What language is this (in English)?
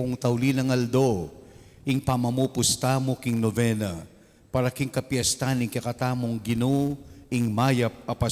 Pampanga